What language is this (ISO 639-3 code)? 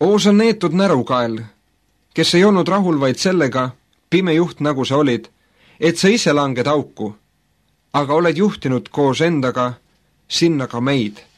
est